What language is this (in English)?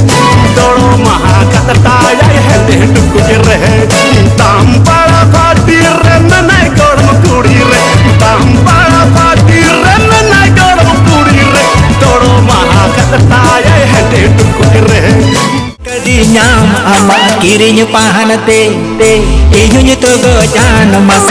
Santali